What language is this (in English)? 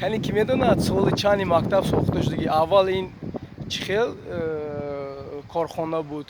Tajik